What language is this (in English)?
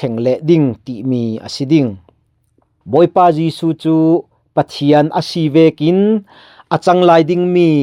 Falam Chin